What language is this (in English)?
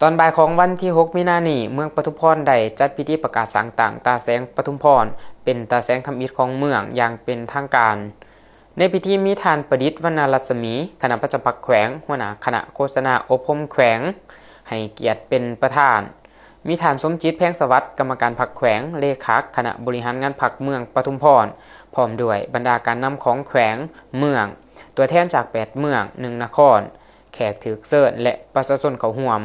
Lao